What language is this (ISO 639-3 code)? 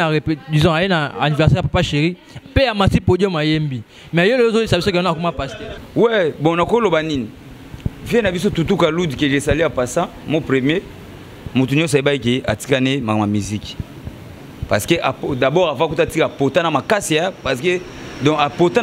lin